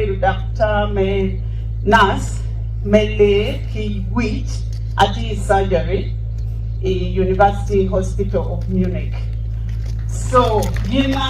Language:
Acoli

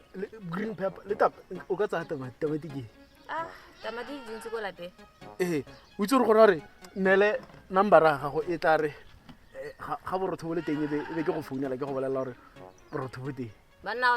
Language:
Tswana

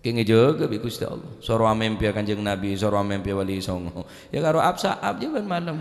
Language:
Madurese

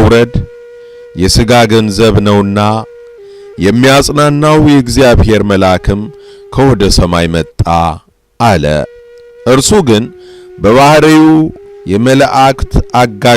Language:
Amharic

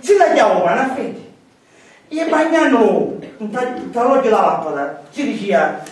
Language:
Sicilian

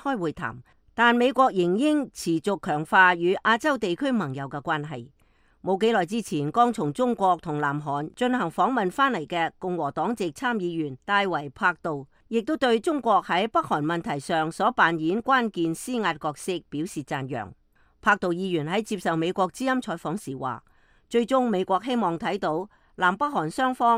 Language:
Cantonese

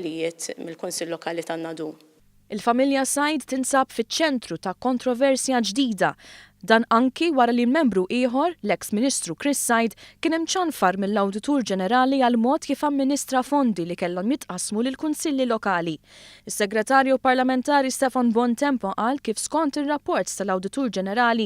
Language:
Maltese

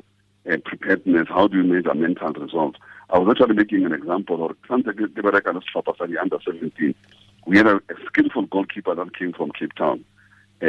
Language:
Tswana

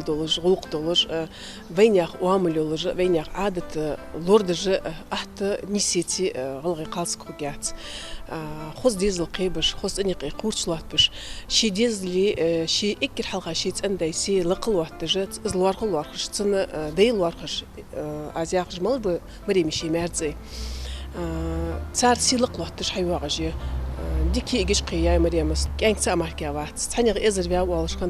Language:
Ingush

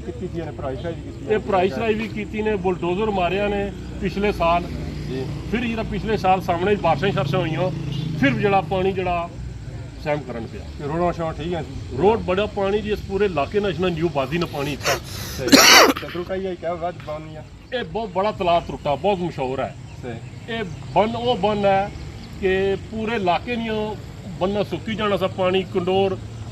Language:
Pahari-Potwari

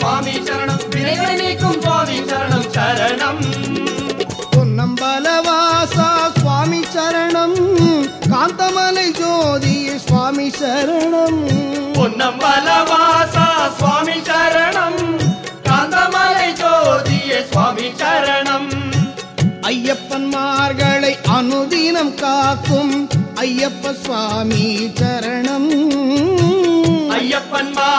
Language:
Tamil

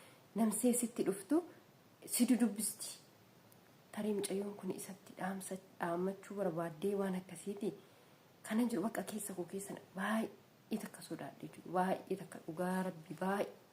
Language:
Oromo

